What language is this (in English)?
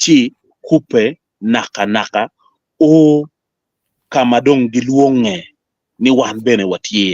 Acoli